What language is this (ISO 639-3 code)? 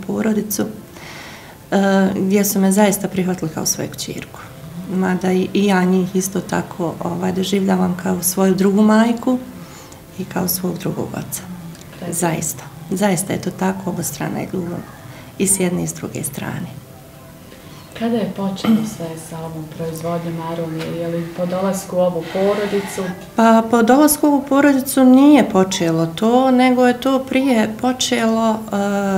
bos